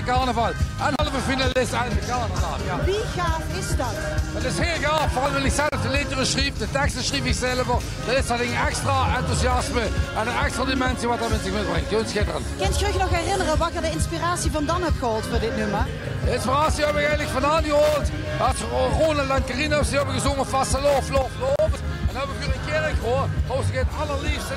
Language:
Limburgish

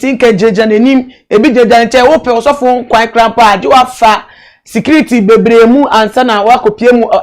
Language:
Akan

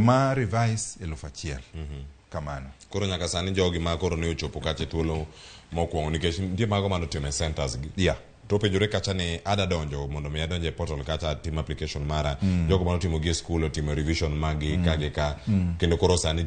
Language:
Luo (Kenya and Tanzania)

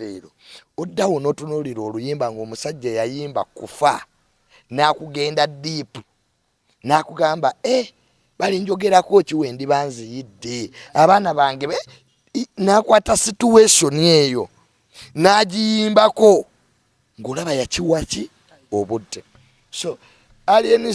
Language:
Ganda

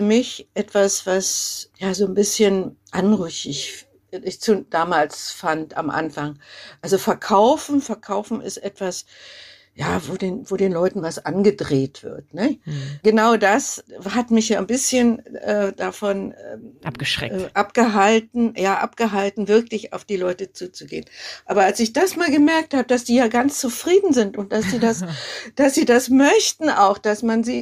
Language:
German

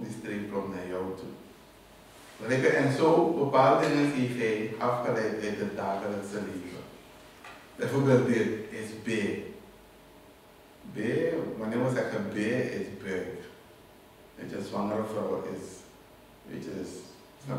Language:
Dutch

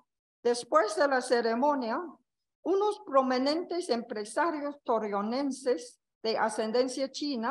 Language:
Spanish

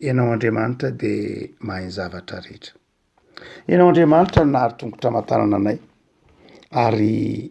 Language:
Malagasy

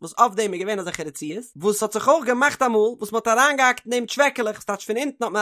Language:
Yiddish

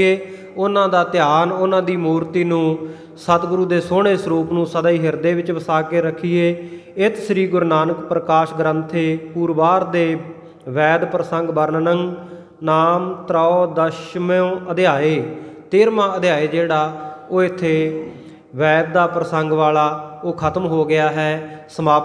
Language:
Punjabi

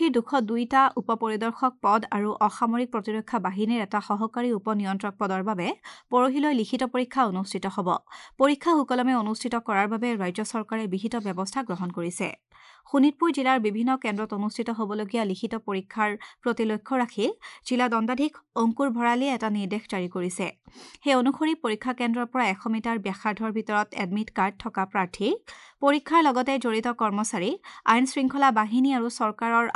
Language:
Assamese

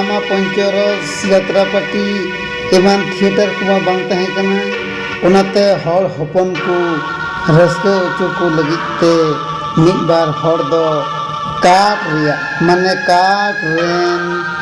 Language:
Santali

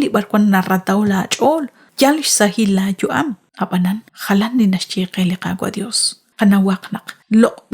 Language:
Kekchí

